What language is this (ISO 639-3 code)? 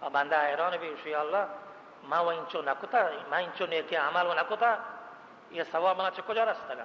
bal